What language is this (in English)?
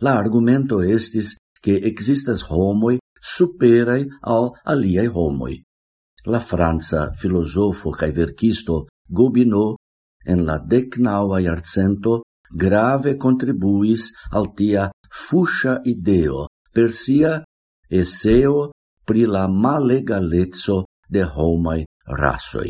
Esperanto